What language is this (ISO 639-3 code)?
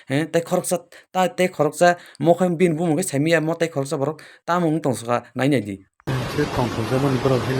trp